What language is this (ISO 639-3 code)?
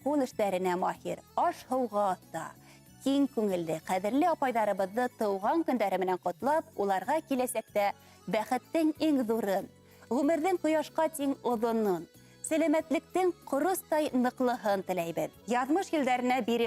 bak